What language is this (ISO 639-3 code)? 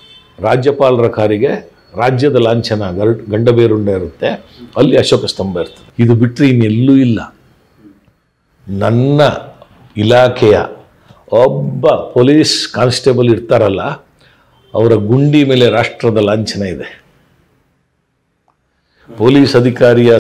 kan